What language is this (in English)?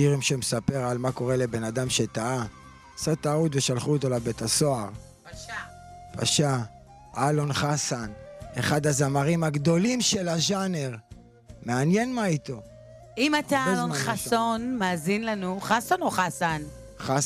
Hebrew